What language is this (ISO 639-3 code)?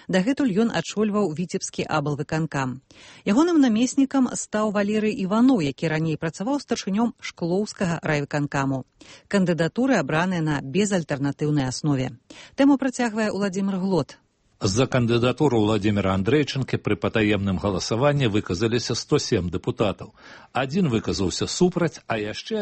bel